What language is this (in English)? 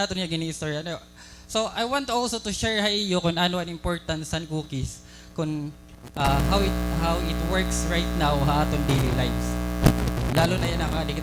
Waray